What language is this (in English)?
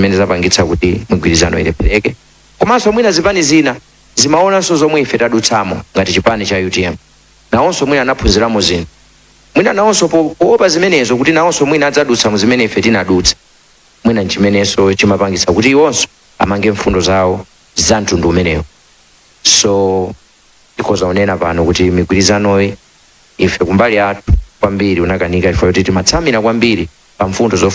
Nyanja